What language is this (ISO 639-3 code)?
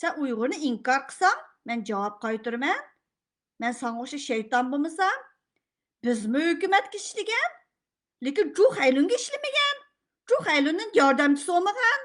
uig